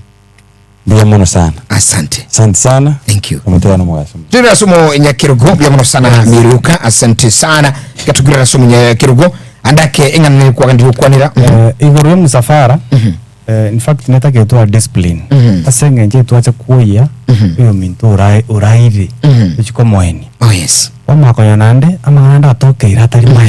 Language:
Gusii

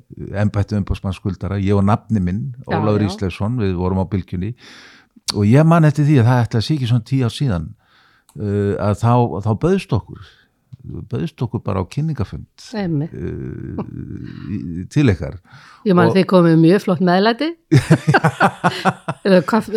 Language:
Icelandic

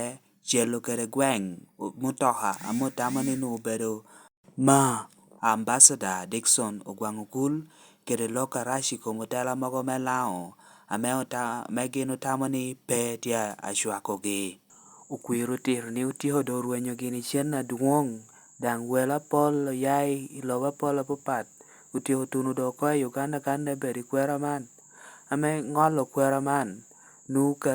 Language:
Lango (Uganda)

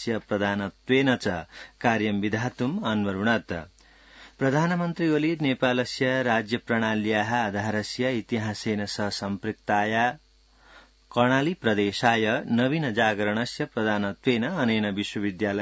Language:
Sanskrit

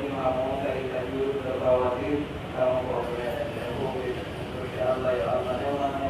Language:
Pular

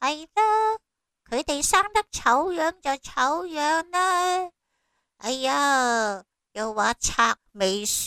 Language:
Cantonese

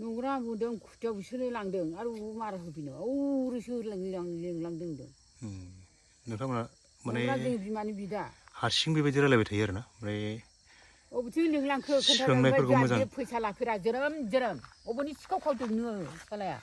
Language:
Bodo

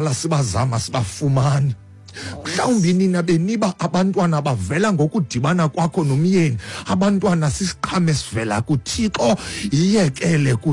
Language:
Xhosa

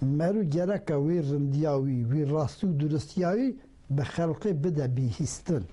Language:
Kurdish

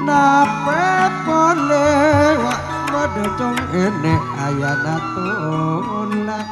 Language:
Madurese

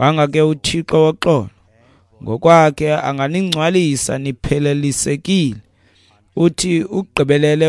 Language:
Xhosa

